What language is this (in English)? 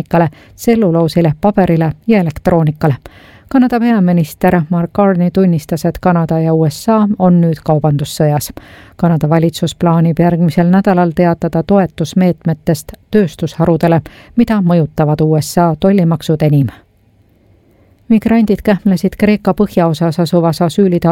Estonian